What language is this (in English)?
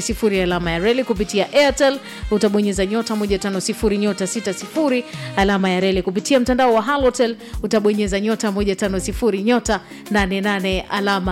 Swahili